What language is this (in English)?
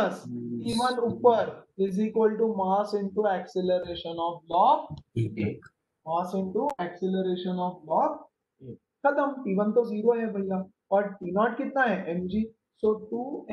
Hindi